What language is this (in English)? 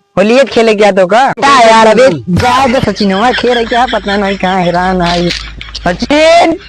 Awadhi